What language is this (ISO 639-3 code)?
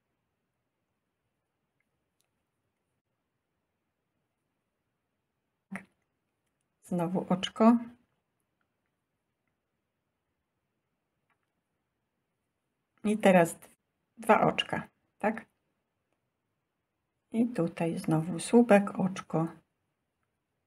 pol